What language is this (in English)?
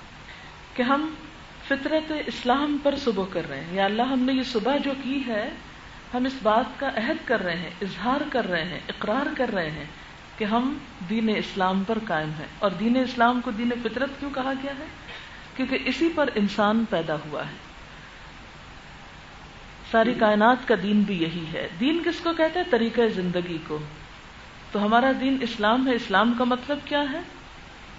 Urdu